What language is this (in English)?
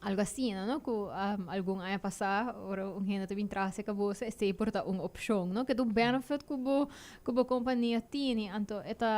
Papiamento